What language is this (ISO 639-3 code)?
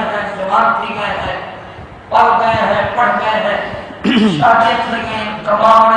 skr